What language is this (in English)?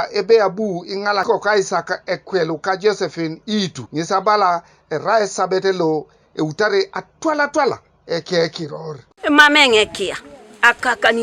Teso